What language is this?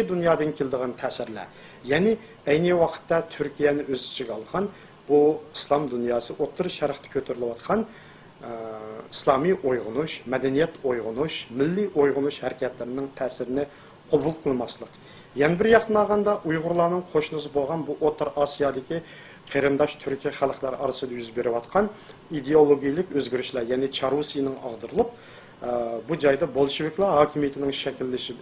Uyghur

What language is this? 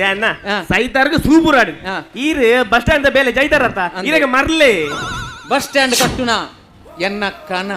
Tulu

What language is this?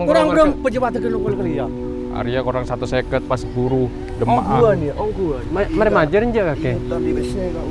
Madurese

